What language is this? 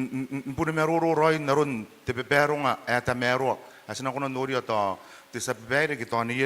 Gilbertese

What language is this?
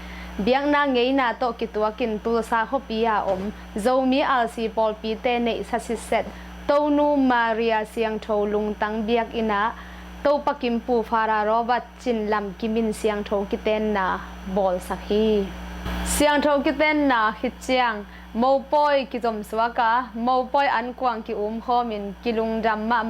Tedim Chin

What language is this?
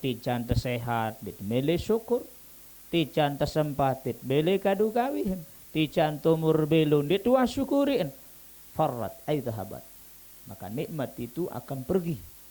Sasak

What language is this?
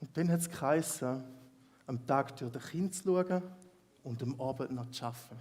Swiss German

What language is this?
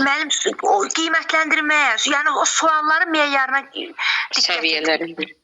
Azerbaijani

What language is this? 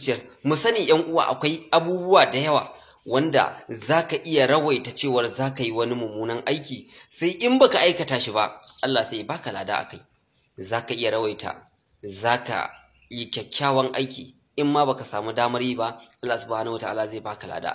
Hausa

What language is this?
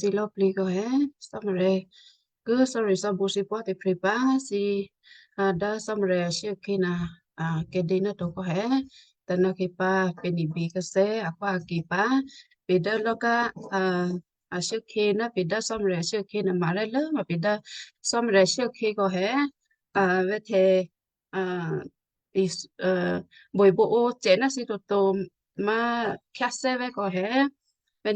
Western Kayah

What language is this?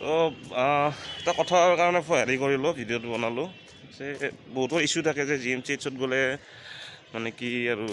Assamese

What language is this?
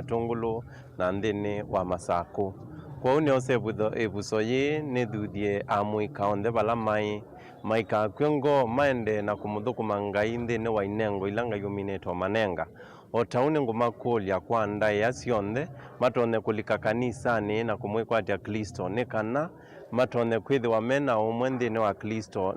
Kamba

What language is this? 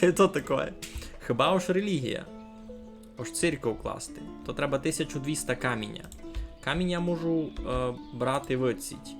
Rusyn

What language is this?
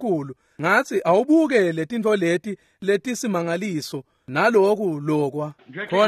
Swati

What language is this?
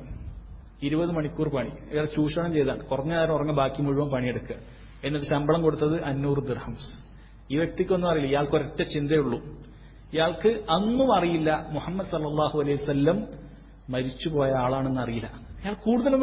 Malayalam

